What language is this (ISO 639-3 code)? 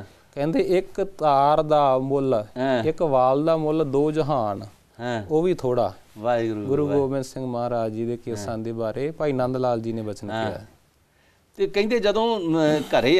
pan